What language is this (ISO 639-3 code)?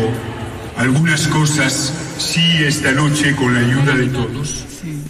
spa